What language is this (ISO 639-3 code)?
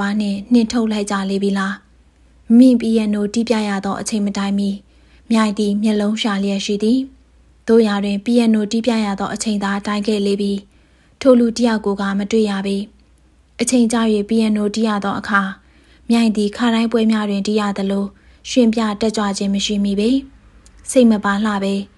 mya